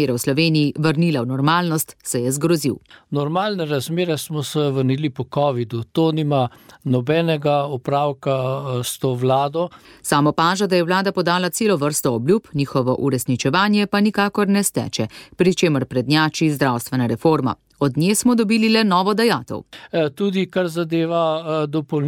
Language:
Slovenian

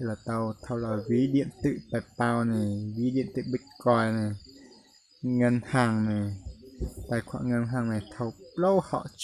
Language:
Hmong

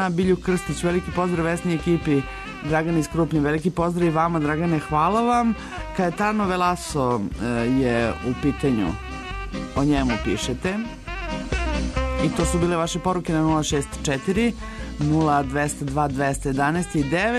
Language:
Serbian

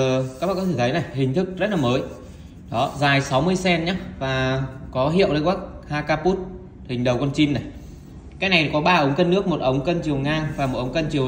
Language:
Vietnamese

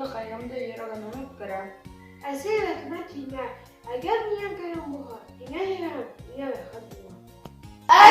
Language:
Bashkir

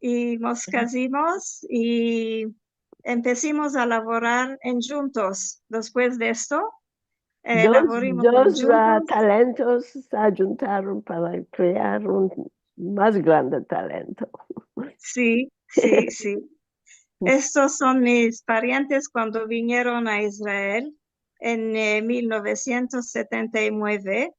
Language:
Ladino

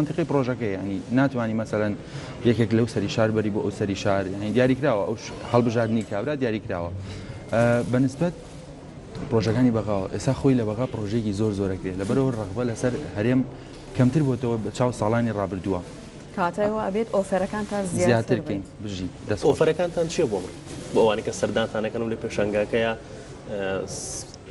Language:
Central Kurdish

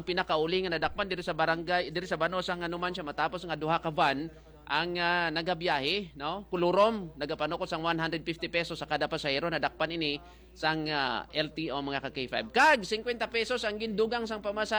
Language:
Hiligaynon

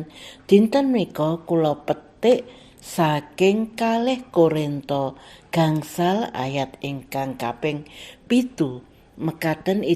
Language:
Javanese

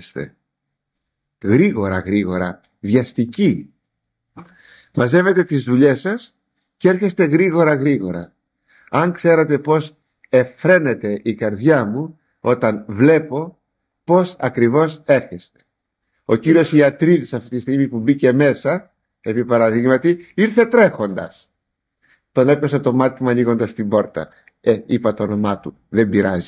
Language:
Greek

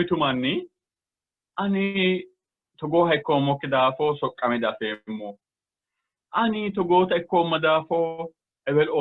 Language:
Sidamo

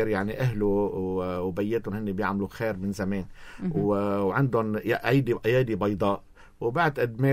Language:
North Levantine Arabic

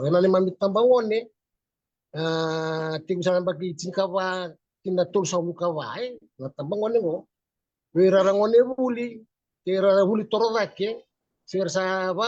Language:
Fijian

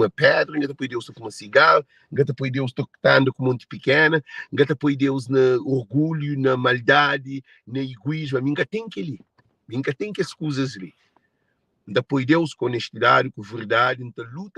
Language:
Kabuverdianu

